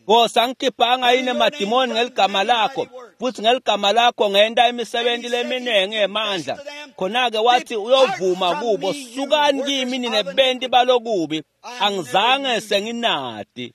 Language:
Swati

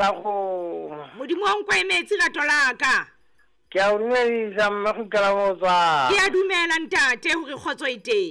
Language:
Southern Sotho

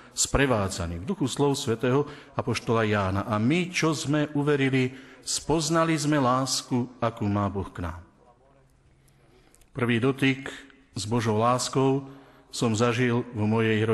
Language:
Slovak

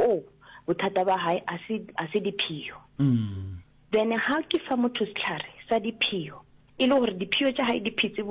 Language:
Northern Sotho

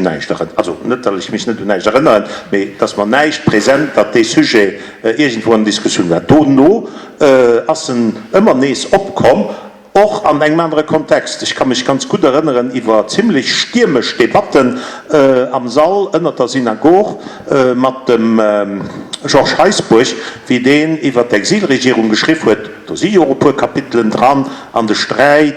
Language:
Luxembourgish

